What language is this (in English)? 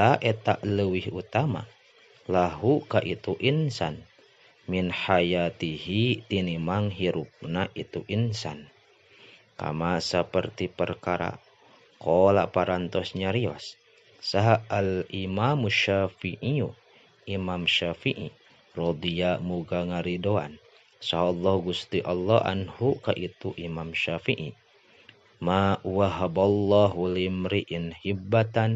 Sundanese